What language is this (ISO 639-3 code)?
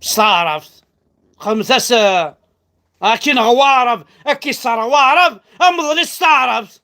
kab